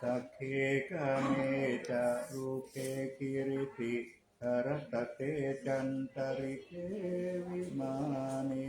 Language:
Pali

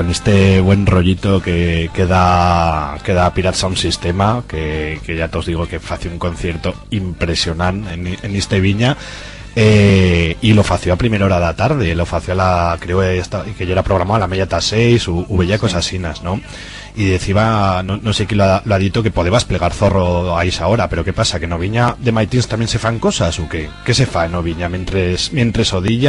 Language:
Aragonese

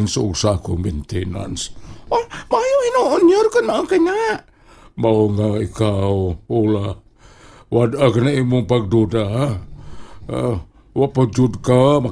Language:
Cebuano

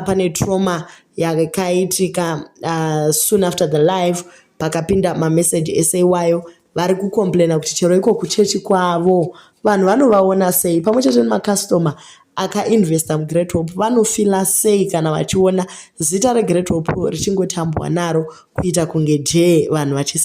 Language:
Shona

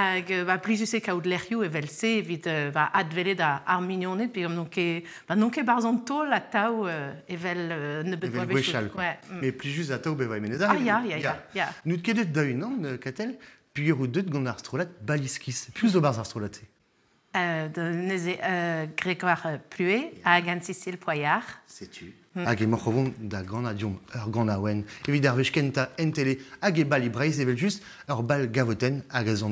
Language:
Breton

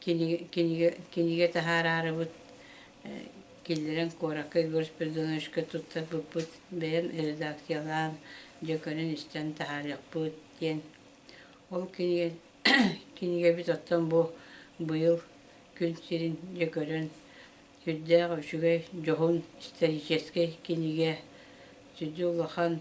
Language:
Yakut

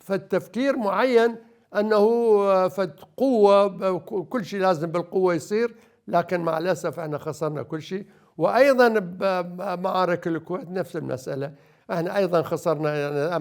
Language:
Mesopotamian Arabic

